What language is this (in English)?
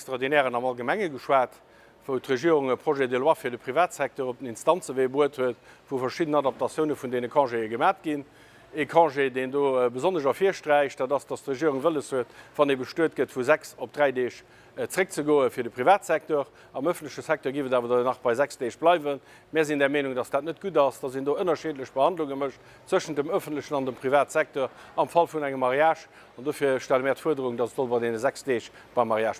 Luxembourgish